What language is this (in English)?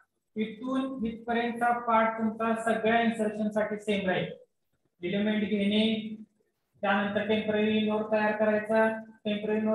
Marathi